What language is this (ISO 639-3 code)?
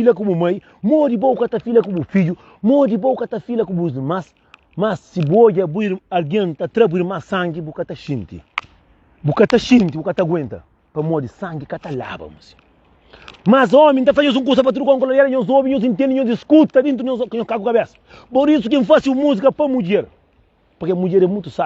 kea